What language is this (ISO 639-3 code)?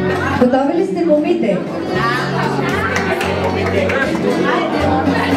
bul